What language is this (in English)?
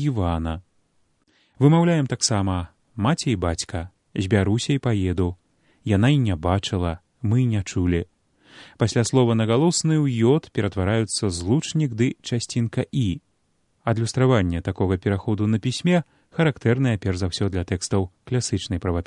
Belarusian